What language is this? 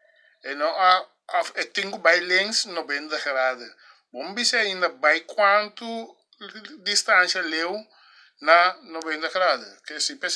Papiamento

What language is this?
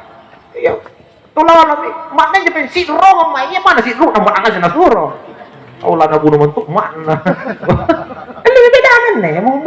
Makasar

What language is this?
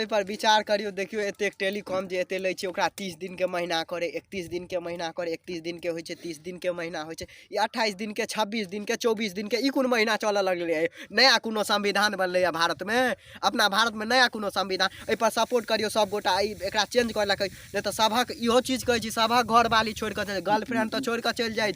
Maithili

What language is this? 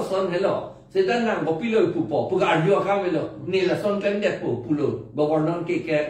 Karbi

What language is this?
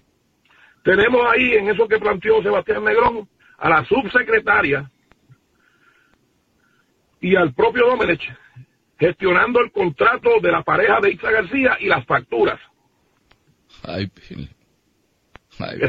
Spanish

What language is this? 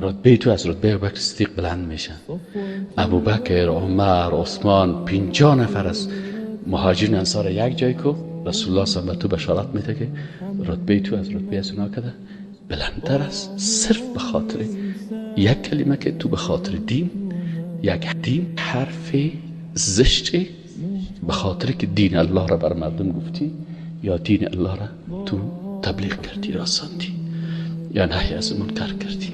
Persian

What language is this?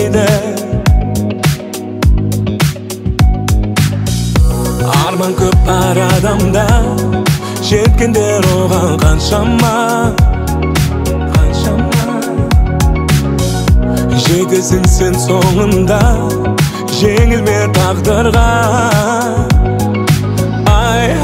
Kazakh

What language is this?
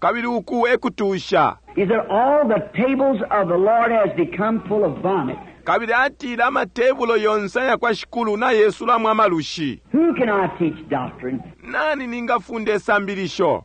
Bemba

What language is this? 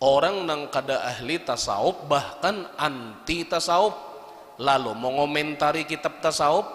Banjar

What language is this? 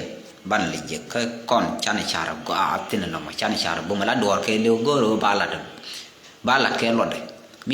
Nuer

